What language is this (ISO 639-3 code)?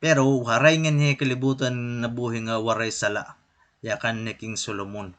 war